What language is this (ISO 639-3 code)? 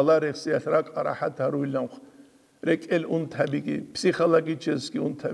ava